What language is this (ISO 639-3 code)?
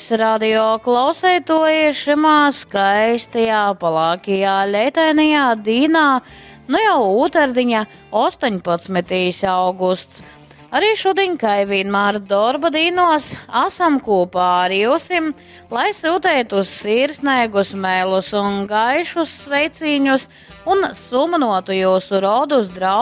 ltg